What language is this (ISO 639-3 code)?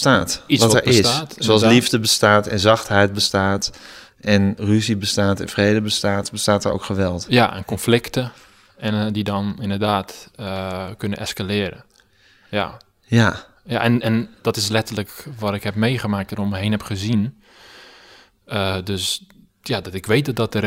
nld